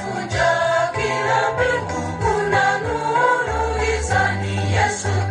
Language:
Gusii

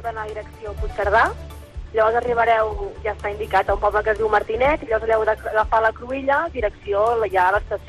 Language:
Catalan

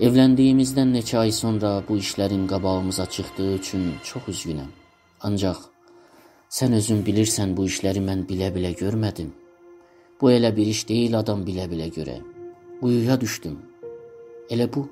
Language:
South Azerbaijani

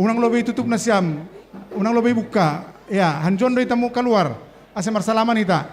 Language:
Batak Simalungun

